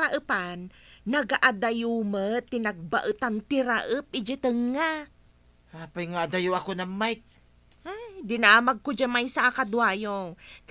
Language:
Iloko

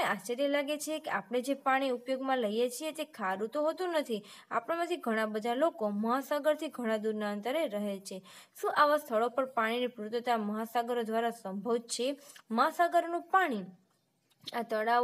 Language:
Gujarati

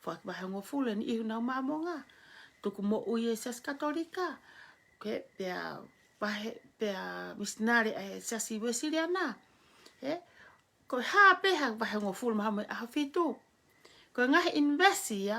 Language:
Tongan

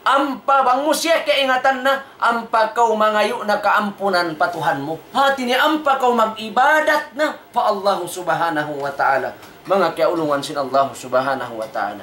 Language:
Tausug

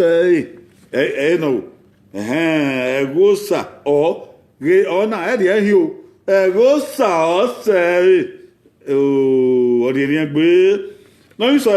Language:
Bini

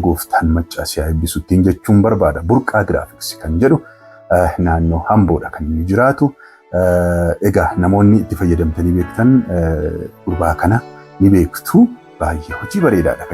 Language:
Oromo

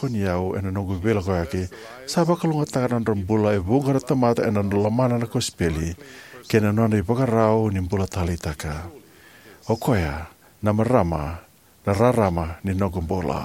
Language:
Fijian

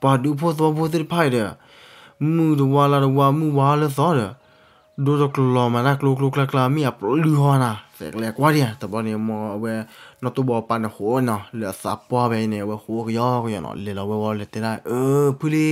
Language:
S'gaw Karen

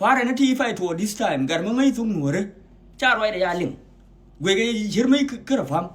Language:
Nuer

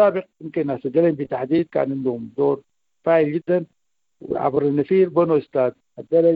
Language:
Sudanese Arabic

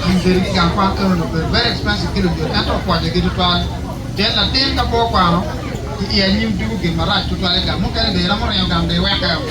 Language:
Acoli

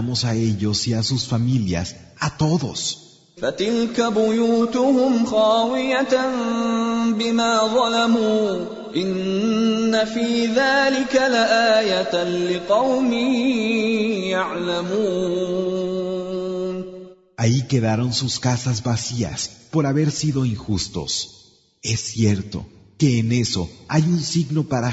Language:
Spanish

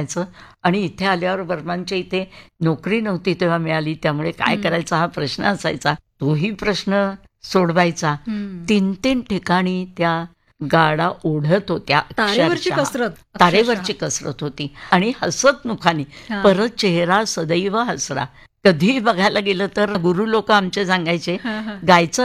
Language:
Marathi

